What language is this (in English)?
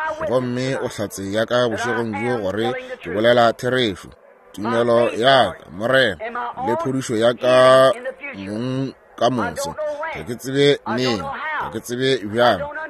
Northern Sotho